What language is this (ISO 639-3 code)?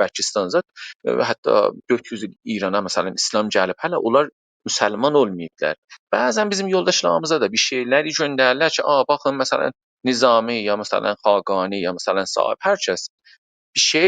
azb